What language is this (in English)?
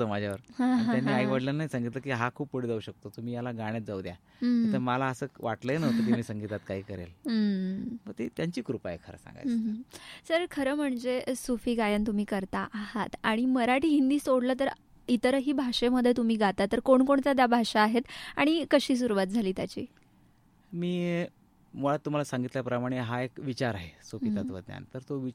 Marathi